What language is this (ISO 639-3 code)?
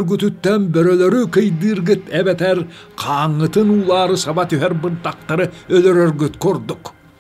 sah